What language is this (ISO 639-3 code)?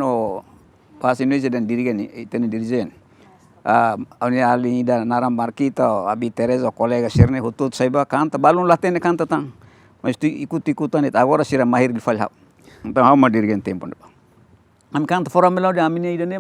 tet